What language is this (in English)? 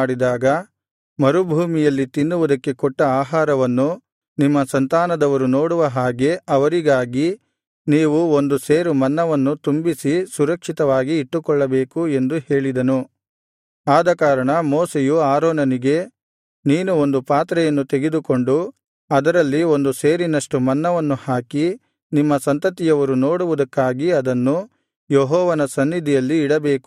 Kannada